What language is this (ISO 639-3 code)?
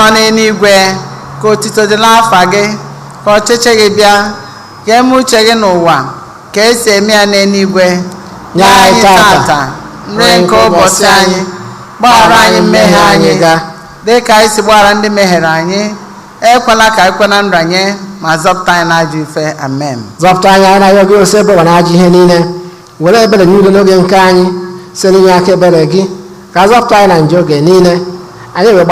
ibo